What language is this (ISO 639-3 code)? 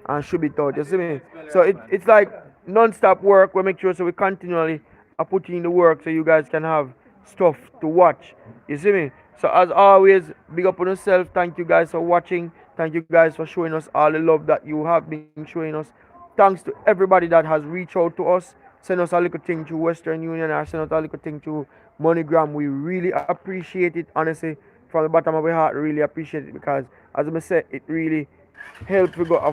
jam